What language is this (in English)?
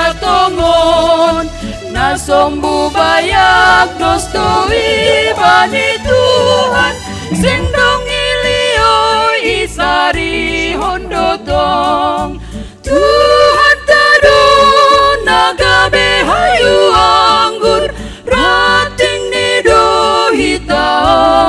Batak Simalungun